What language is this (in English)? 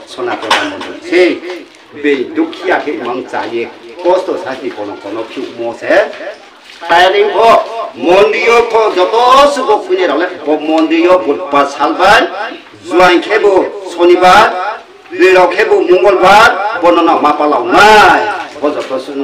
Riang (India)